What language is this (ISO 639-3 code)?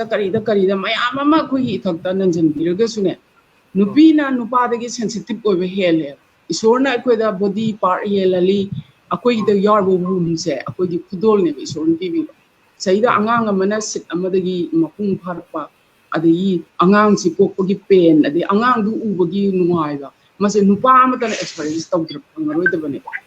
mni